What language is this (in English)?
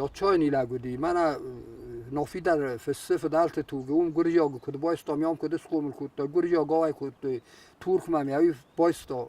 Ossetic